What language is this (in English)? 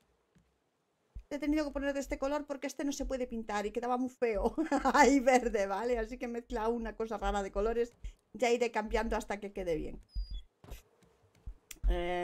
Spanish